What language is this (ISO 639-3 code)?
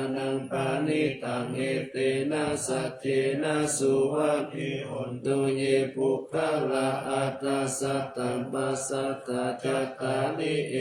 pli